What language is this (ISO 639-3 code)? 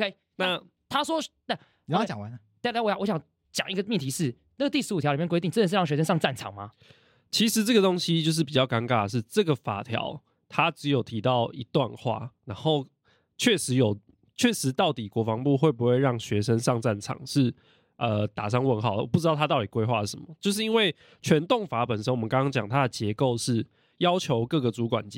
zho